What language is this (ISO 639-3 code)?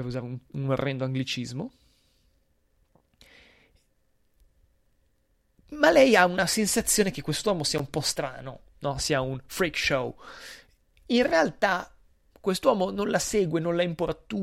ita